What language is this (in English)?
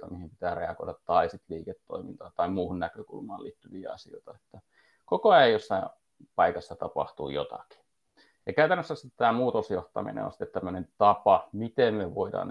Finnish